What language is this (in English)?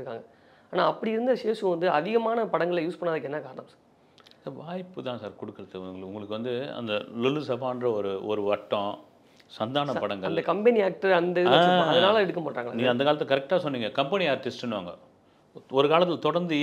Tamil